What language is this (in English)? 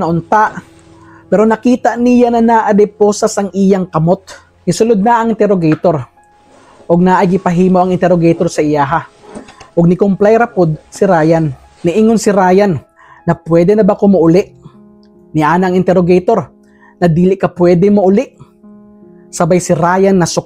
Cebuano